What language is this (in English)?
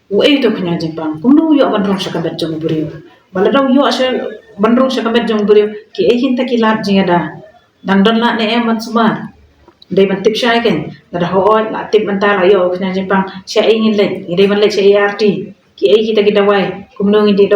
Khasi